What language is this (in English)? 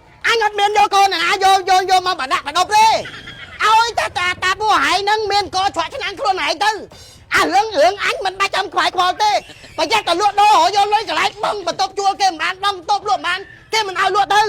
Khmer